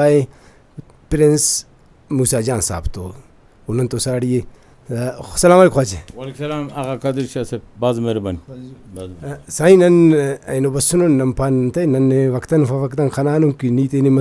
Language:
Brahui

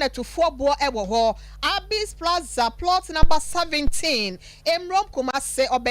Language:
Akan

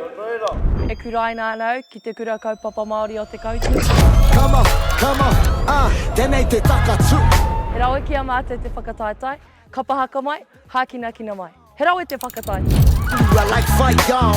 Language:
Māori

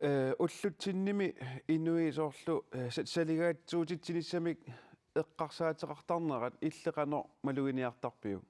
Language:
Kalaallisut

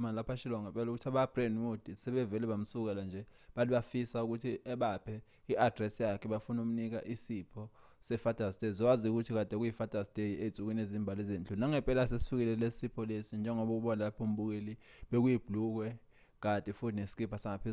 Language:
Zulu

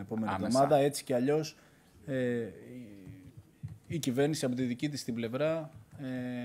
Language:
Greek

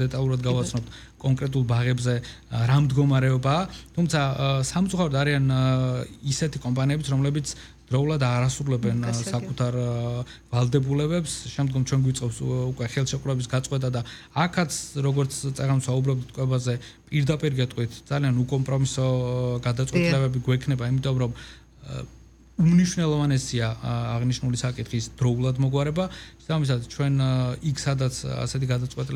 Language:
Georgian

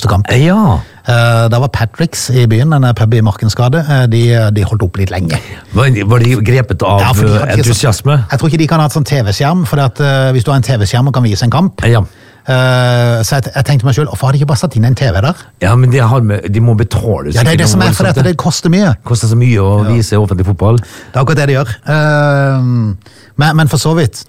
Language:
Norwegian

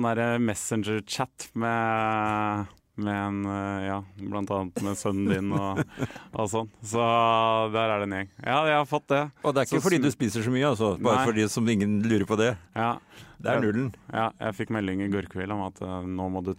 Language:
Norwegian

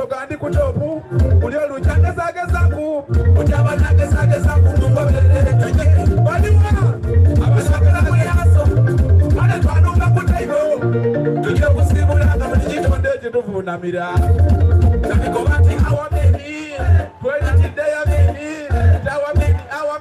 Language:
Soga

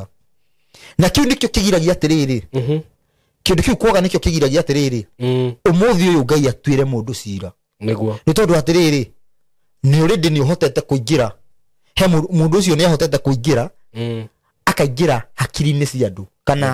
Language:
Kikuyu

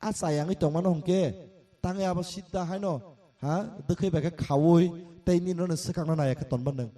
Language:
Kok Borok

